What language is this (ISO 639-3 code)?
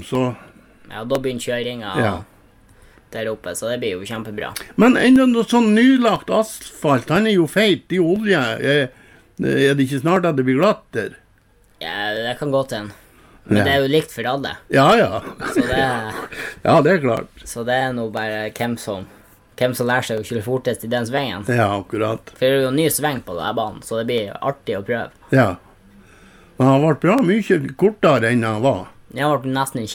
nor